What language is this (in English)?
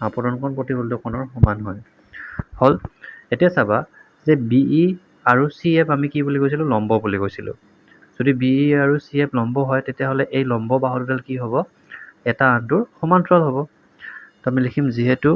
Assamese